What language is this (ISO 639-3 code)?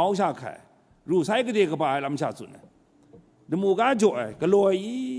kac